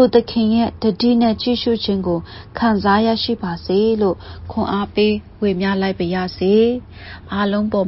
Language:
Burmese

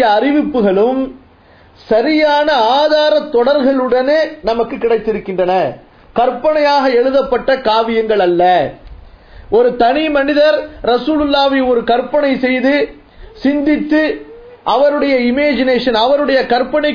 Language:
Tamil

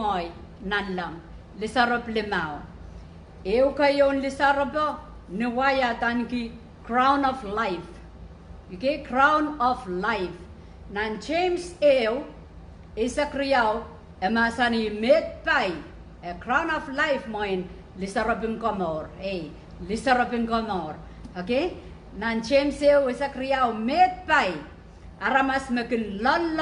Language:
Pohnpeian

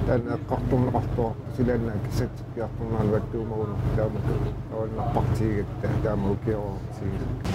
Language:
Kalaallisut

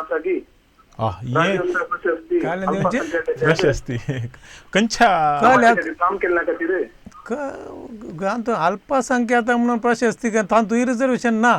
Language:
Konkani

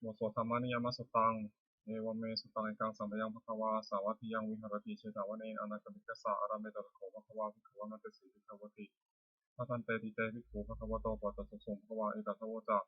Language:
Pali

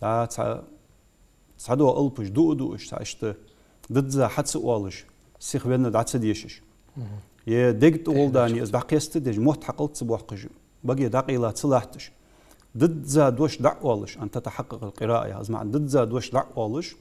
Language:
Ingush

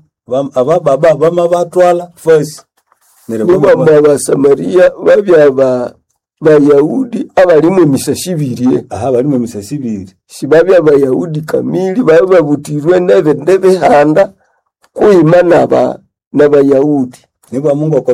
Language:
Nande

